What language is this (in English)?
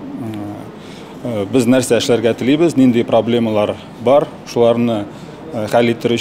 Tatar